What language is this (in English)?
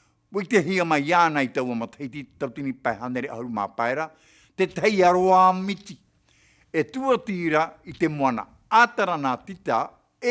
Tahitian